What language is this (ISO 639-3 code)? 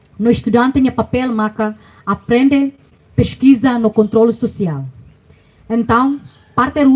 tet